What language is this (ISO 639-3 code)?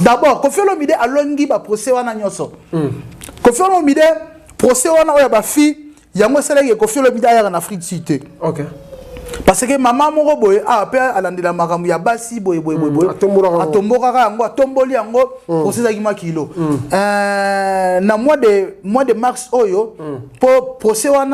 lin